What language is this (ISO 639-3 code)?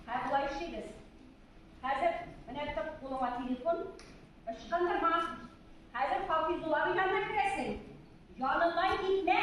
tat